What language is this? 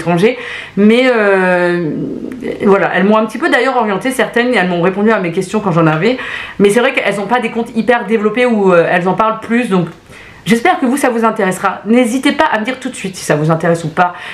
French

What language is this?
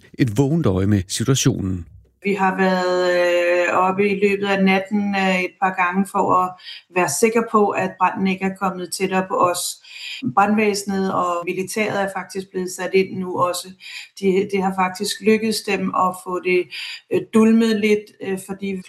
Danish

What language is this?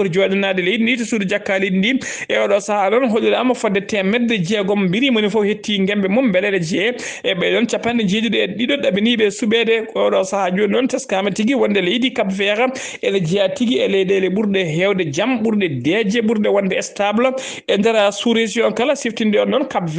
Fula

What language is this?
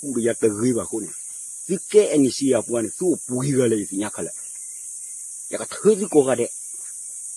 S'gaw Karen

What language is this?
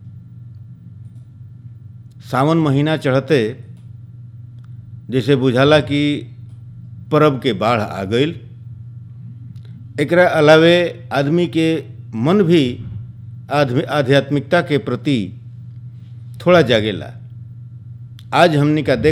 Bhojpuri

